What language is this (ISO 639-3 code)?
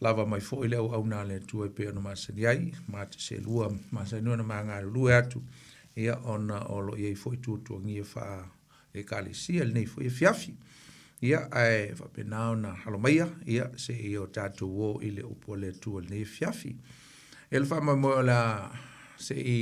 smo